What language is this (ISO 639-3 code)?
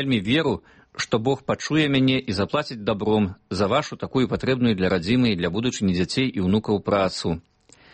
bel